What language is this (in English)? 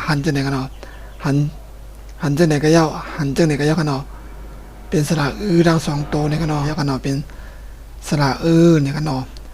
Shan